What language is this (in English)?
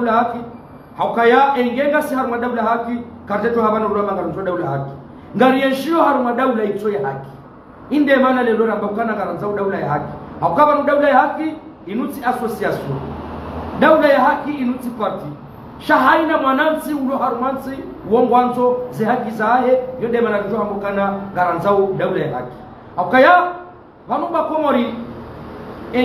Ngazidja Comorian